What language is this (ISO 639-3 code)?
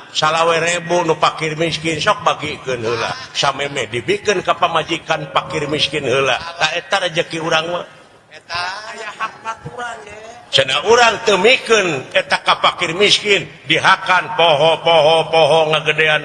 sun